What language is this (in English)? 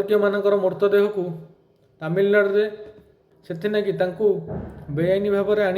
Odia